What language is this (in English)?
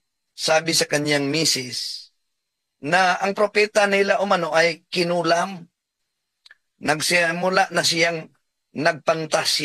Filipino